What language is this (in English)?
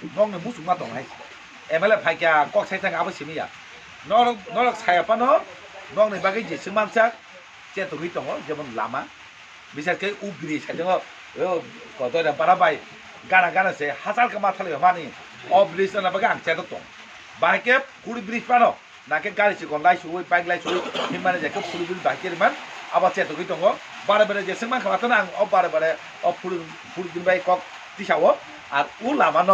Kok Borok